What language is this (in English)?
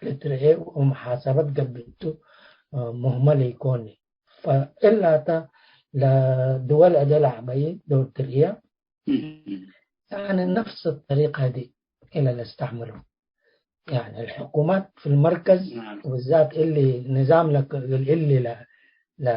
Tigre